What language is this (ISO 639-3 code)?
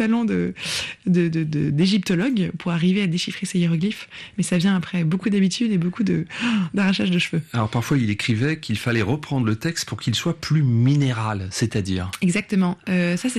fra